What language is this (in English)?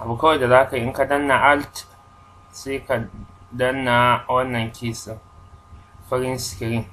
Hausa